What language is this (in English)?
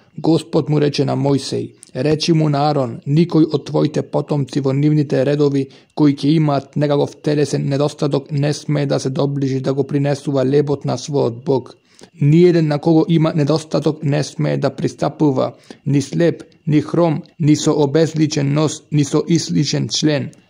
Macedonian